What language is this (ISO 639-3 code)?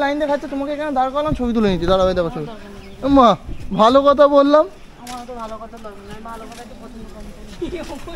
ben